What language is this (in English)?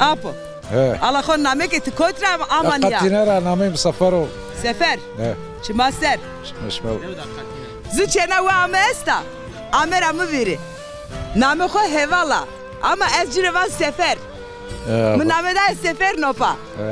Zaza